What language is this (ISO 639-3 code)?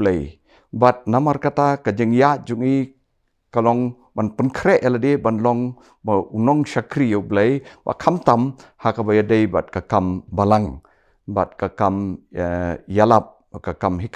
kha